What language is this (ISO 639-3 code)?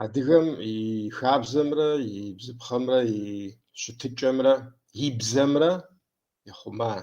kbd